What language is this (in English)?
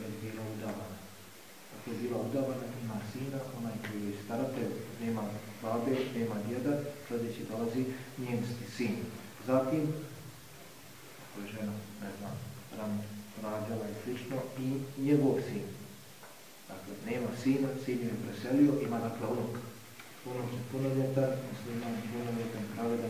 Bosnian